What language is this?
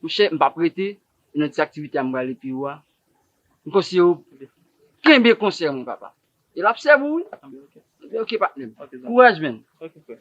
Haitian Creole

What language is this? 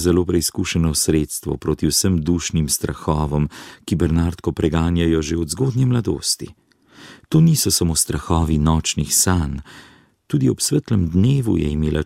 Slovenian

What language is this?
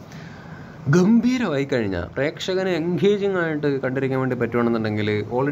Malayalam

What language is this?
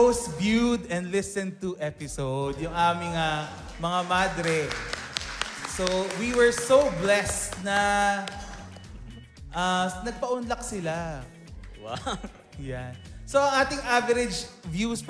Filipino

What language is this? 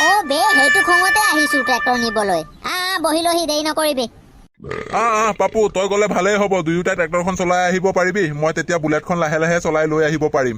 Assamese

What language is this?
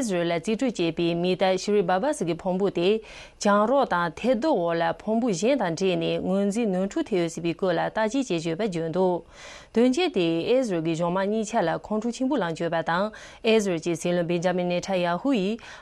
Tibetan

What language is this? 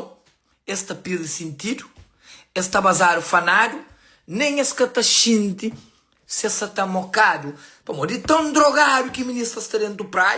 Kabuverdianu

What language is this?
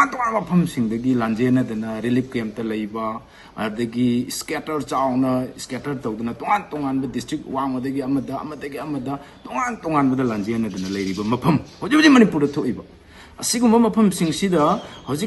Manipuri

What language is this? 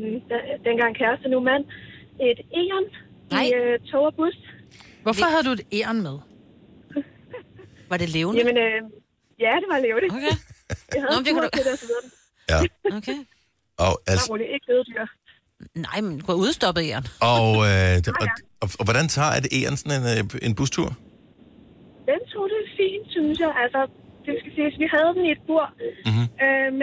Danish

